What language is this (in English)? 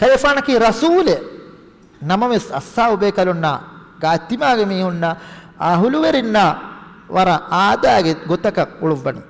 Divehi